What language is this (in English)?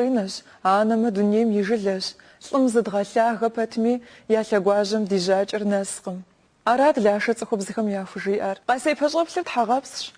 Kabardian